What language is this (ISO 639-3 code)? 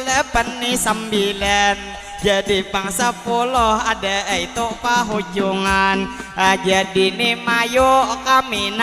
bjn